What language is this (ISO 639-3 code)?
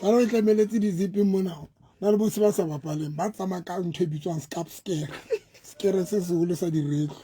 sot